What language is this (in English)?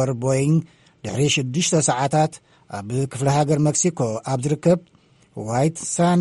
Tigrinya